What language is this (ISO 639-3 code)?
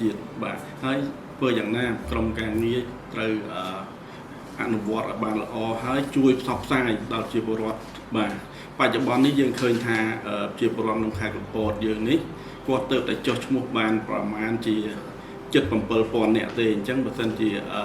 khm